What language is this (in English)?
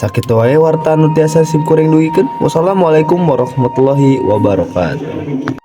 Sundanese